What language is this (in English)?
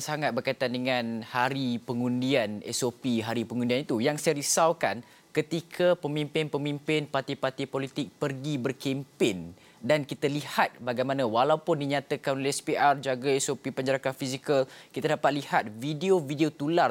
Malay